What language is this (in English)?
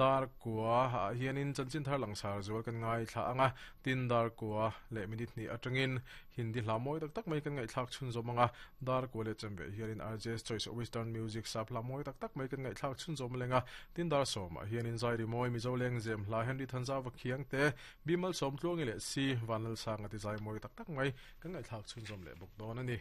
Mizo